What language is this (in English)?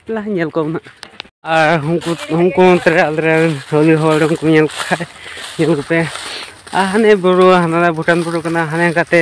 Santali